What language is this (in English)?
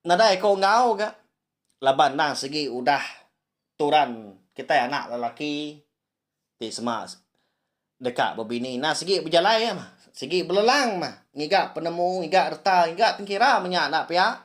Iban